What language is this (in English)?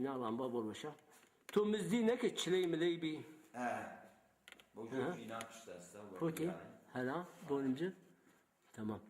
Zaza